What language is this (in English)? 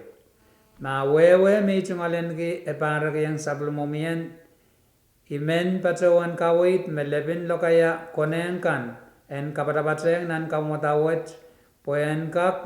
Pohnpeian